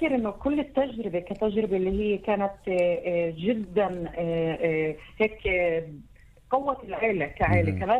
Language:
North Levantine Arabic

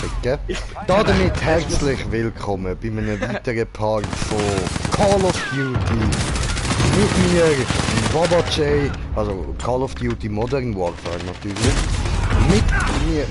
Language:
Swiss German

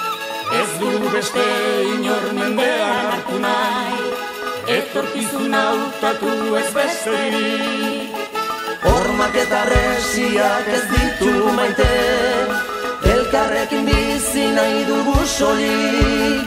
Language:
Basque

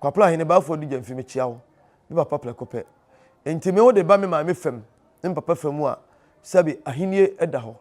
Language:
Akan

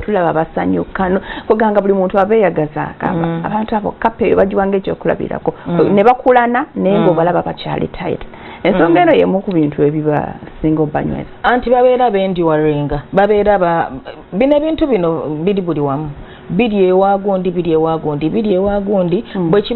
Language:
Ganda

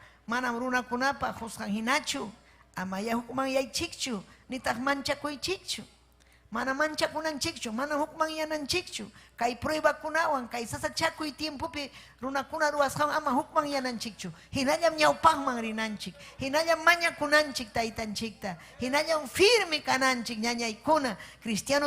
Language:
Ayacucho Quechua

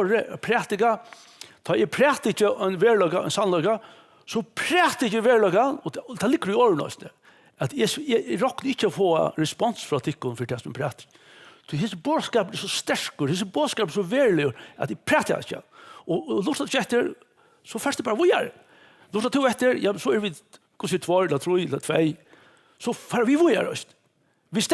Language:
Faroese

